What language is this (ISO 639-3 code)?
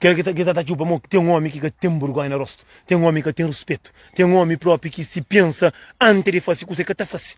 kea